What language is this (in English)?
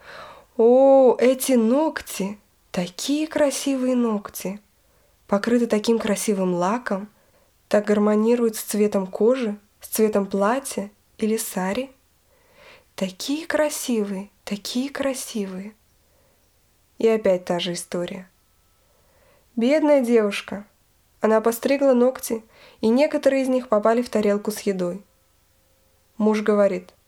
Russian